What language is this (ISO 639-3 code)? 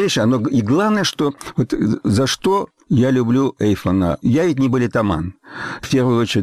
rus